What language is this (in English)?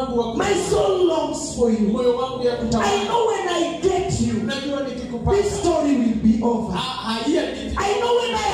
Swahili